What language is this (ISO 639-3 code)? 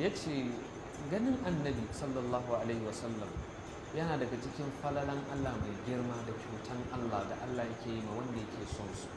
hau